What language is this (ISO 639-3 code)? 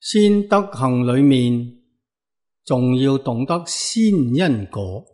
yue